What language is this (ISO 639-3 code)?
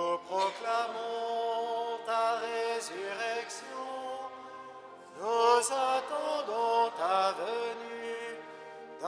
fra